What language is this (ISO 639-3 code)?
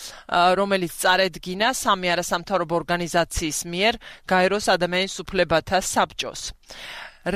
kat